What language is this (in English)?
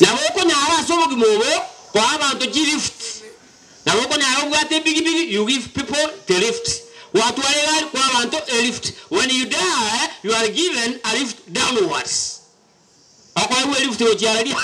Gusii